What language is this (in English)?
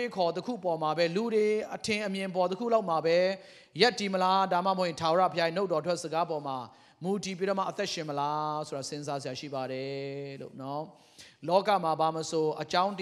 Burmese